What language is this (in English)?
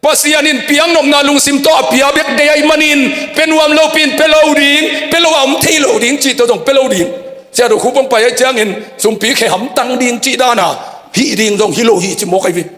Tedim Chin